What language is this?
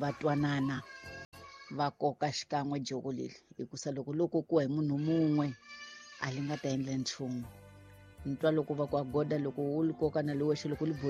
Tsonga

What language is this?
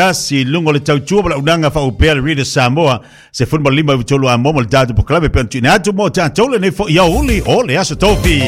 Samoan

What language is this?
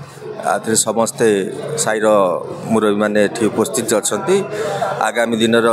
Odia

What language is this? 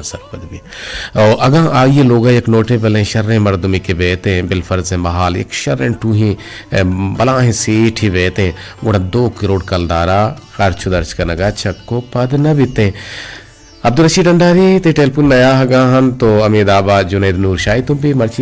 Eastern Balochi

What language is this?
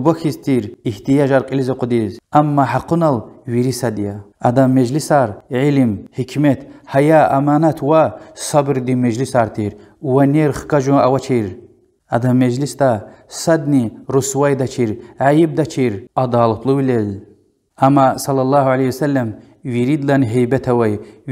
Lezghian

